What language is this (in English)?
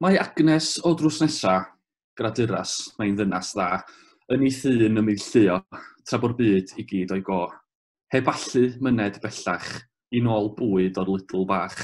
Welsh